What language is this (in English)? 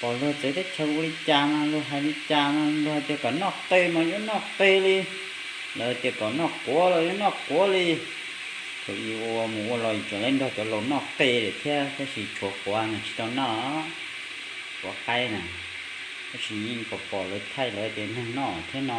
Hmong